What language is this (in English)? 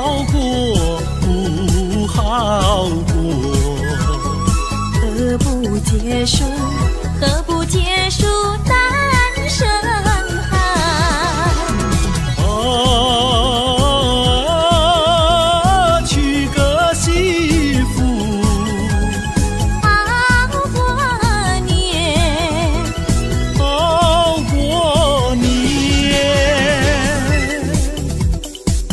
Chinese